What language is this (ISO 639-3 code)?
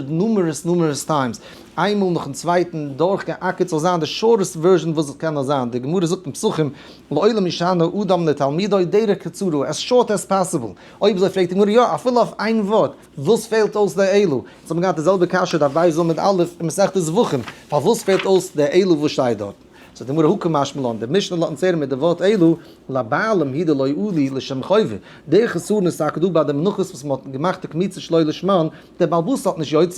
yid